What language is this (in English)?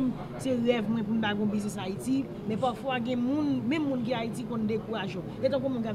Haitian Creole